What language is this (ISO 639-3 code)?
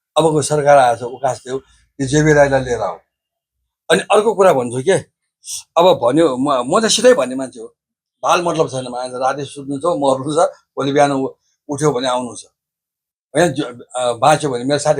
nep